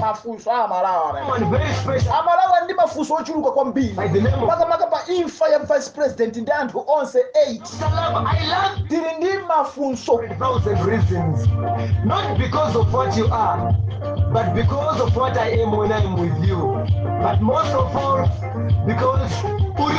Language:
Nyanja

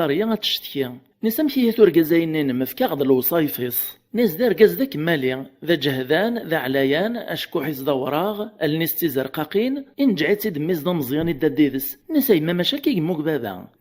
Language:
Kabyle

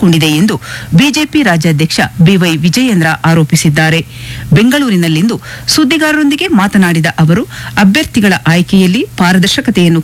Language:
Kannada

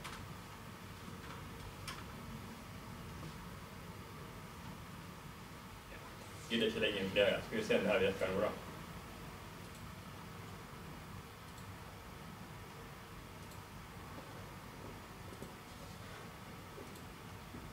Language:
Norwegian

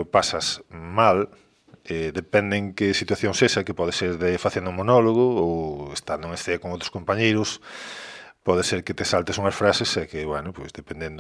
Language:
Galician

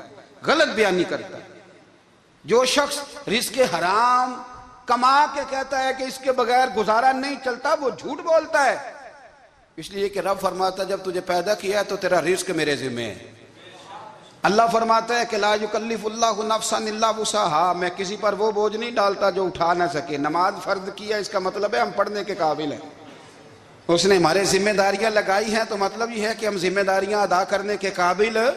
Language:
Urdu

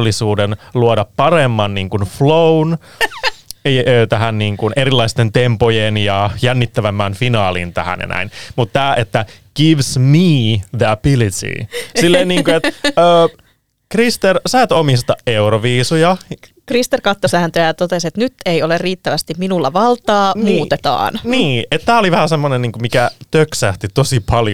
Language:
Finnish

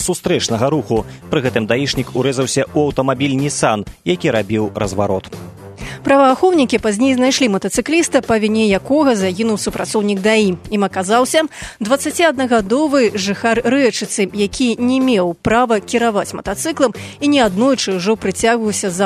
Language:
Belarusian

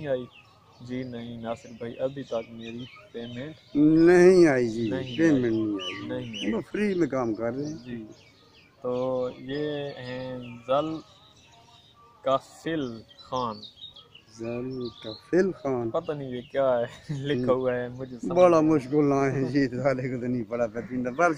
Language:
Urdu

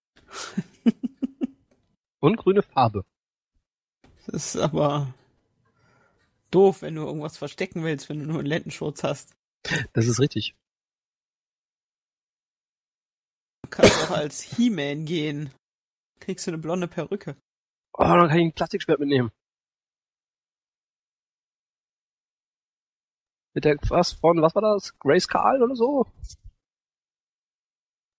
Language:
German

